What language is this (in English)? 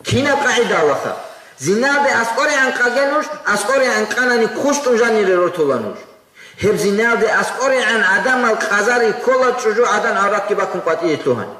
Avaric